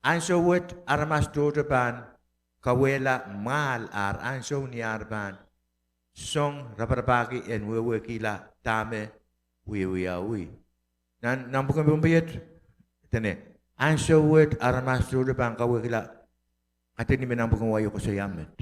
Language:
Pohnpeian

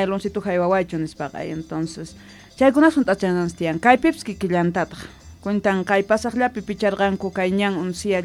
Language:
South Bolivian Quechua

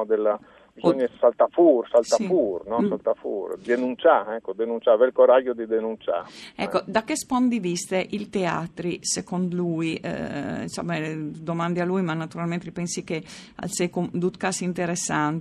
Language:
Friulian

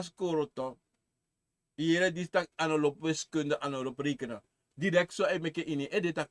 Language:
Sranan Tongo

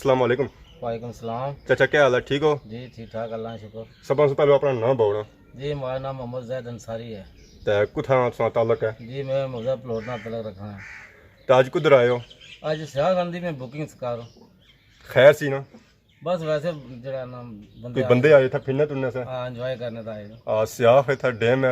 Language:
Pahari-Potwari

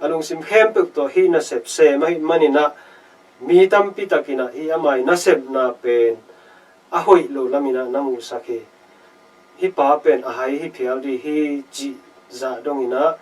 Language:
Tedim Chin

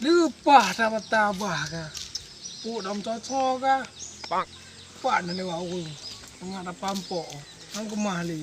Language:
Achinese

